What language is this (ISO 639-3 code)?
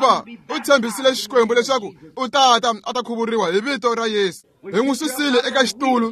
tso